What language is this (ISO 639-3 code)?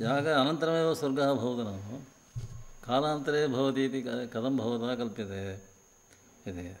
san